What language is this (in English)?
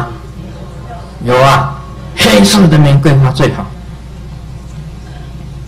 Chinese